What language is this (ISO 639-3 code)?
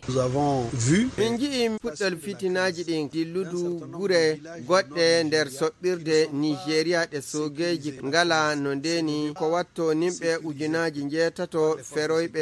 fuv